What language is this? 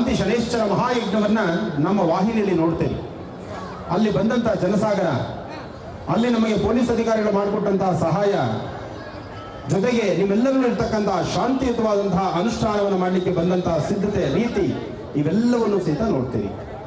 Kannada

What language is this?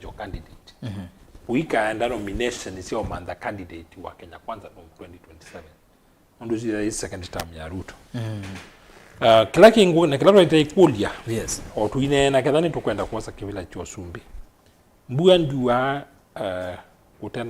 Kamba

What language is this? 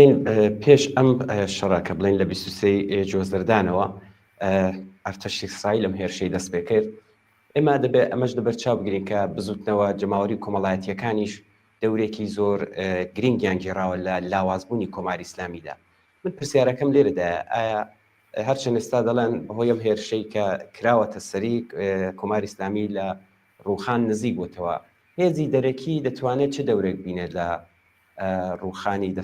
Central Kurdish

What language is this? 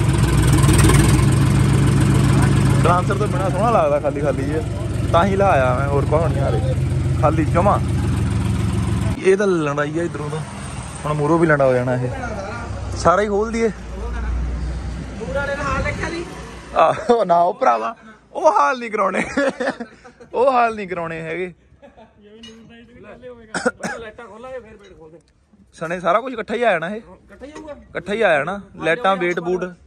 Punjabi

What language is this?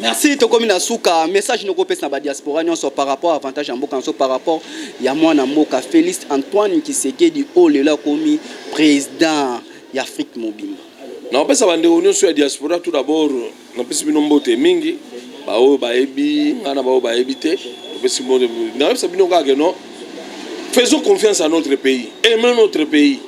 Lingala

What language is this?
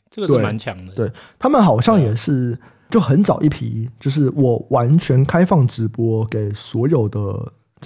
Chinese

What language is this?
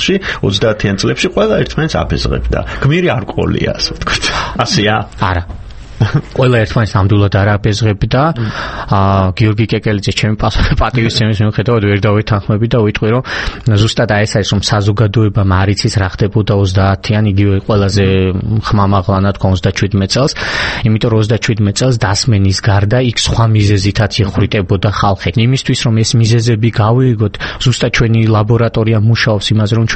Georgian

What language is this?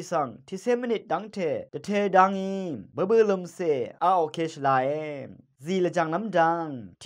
Rawang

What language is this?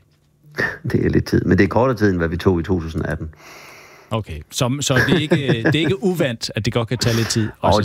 Danish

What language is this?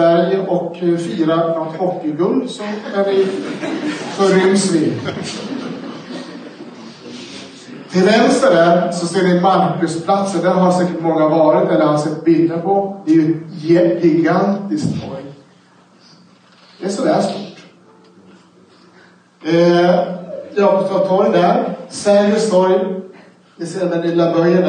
Swedish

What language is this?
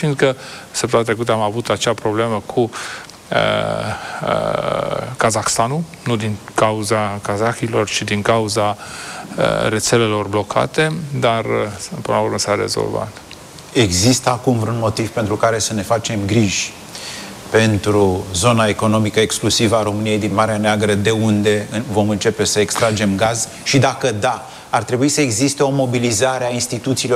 Romanian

